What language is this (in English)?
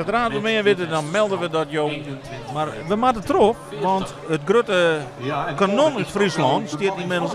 Western Frisian